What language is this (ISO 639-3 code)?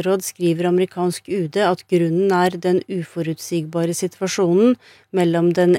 nor